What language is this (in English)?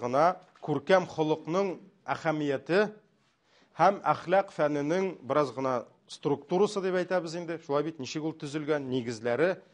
Tatar